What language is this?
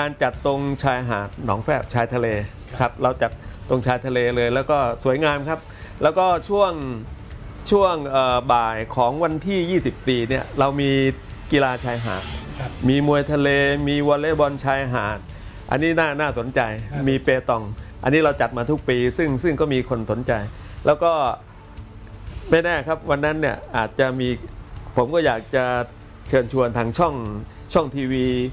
Thai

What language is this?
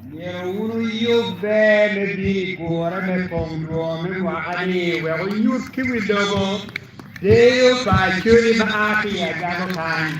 Acoli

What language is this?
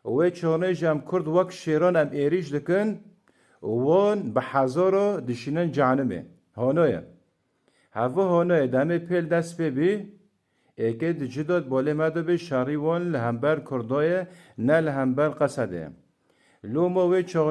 Kurdish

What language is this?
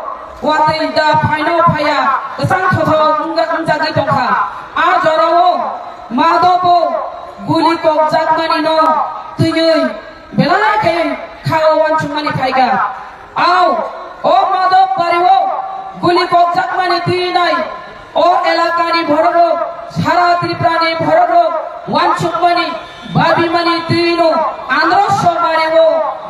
Kok Borok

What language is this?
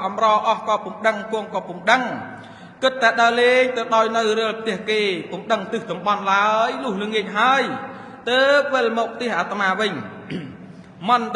Khmer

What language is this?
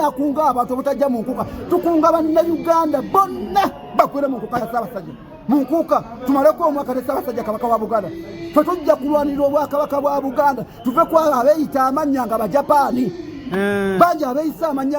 Ganda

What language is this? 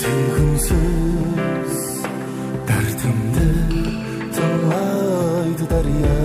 Kara-Kalpak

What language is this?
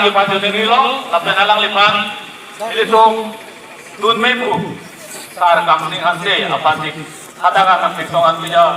Karbi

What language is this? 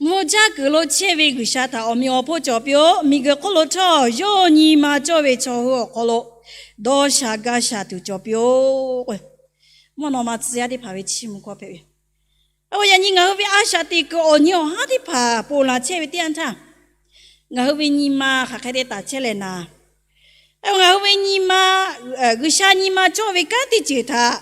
Lahu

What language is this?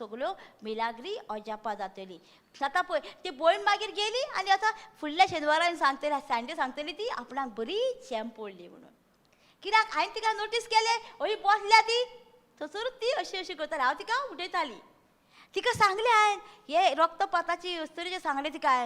Konkani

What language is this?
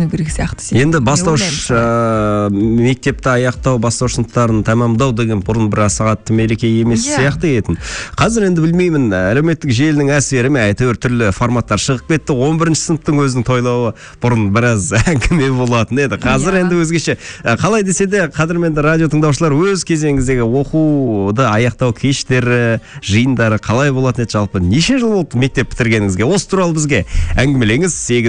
Kazakh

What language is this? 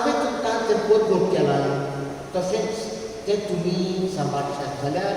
Konkani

